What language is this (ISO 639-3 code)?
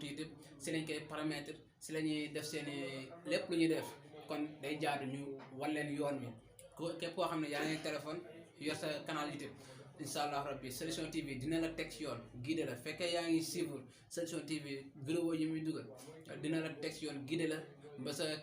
wol